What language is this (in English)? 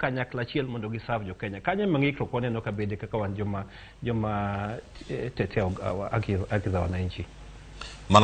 Luo (Kenya and Tanzania)